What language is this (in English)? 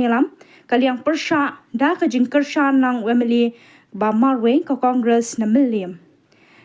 Khasi